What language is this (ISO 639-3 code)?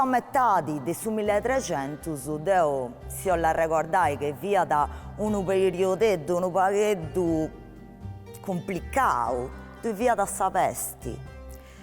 srd